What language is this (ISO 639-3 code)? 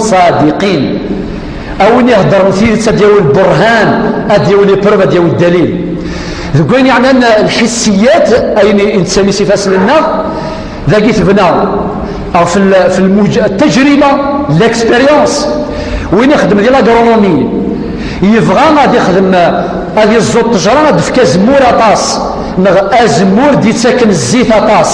kab